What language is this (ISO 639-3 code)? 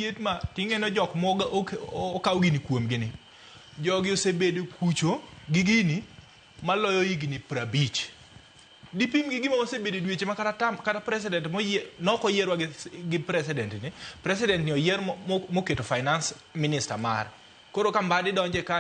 luo